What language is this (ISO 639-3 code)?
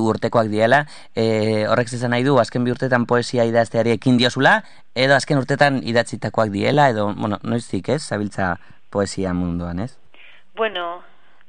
eus